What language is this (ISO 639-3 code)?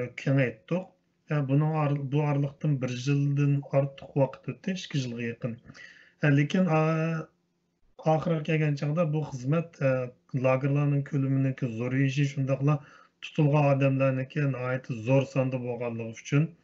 uig